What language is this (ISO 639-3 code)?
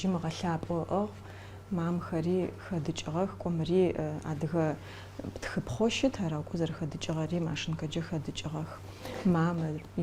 ady